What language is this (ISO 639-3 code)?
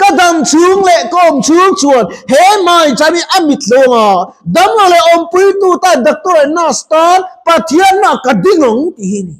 lus